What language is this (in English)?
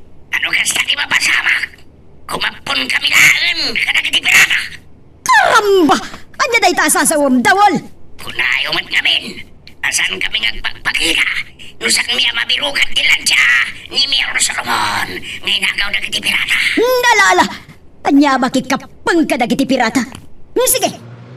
Iloko